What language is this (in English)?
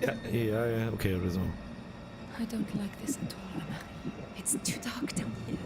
Bavarian